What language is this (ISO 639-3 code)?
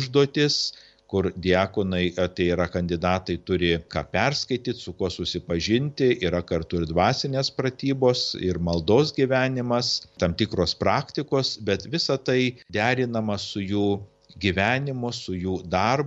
lit